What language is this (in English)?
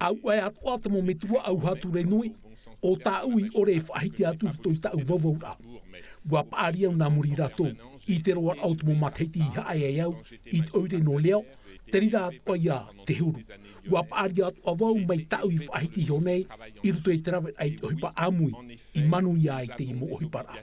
Tahitian